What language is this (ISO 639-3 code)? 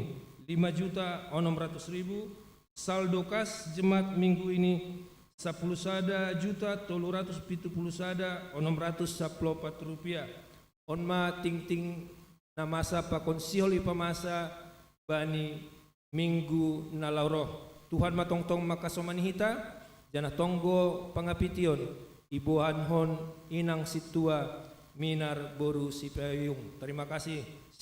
bts